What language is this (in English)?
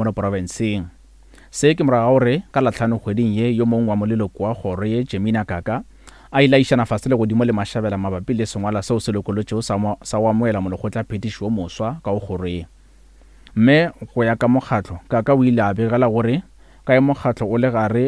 Northern Sotho